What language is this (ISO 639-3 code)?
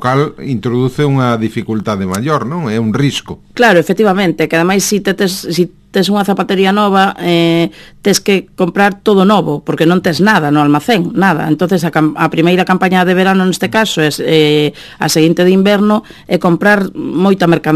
glg